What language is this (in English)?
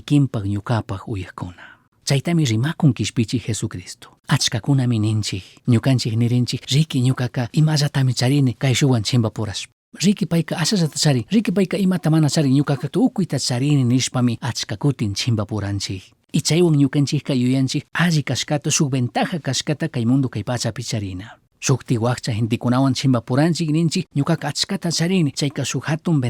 Chimborazo Highland Quichua